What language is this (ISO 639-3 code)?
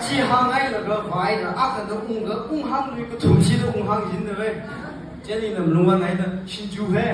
nmf